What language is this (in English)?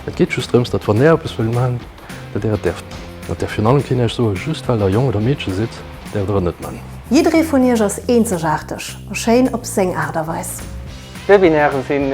Luxembourgish